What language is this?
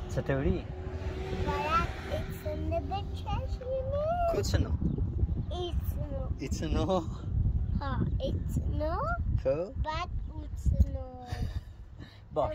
Persian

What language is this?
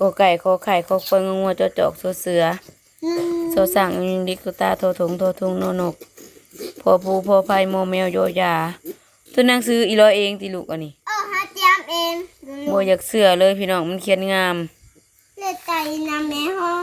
Northeastern Thai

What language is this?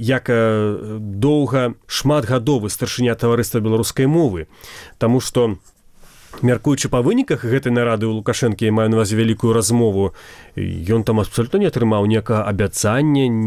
Belarusian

